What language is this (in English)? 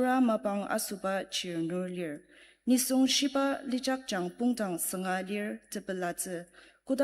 Ao Naga